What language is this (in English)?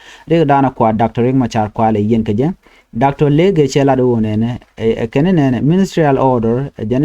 Nuer